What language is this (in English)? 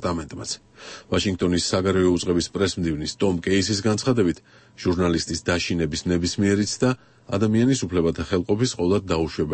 Georgian